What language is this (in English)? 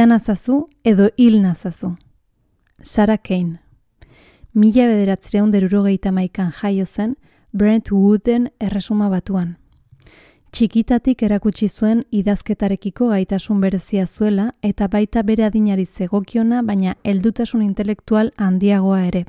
Basque